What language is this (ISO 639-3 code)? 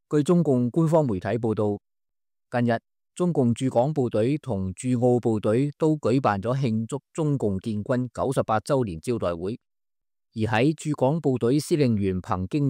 yue